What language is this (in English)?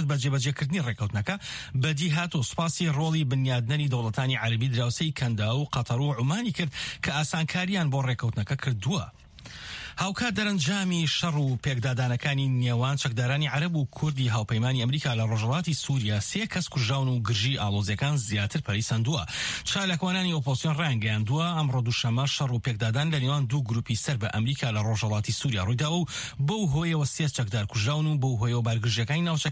Central Kurdish